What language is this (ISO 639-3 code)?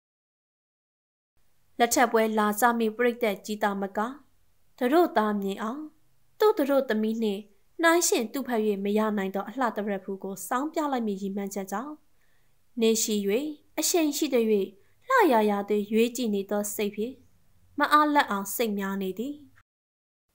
mya